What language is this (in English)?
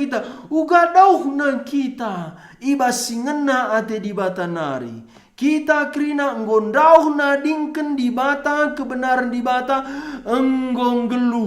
Batak Karo